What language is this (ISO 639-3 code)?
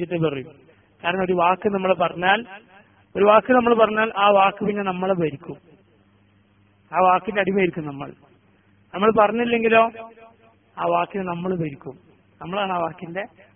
mal